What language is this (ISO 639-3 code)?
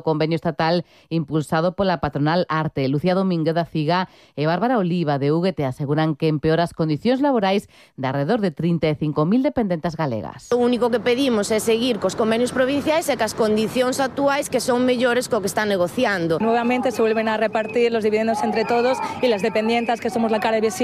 glg